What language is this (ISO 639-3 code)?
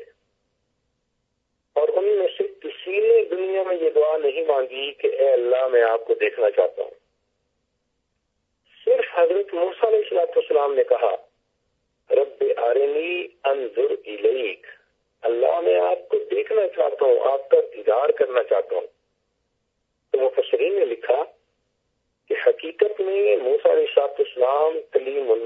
urd